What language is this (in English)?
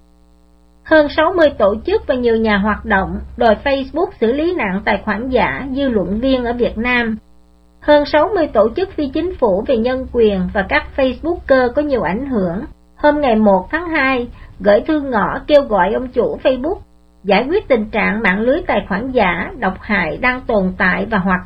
Vietnamese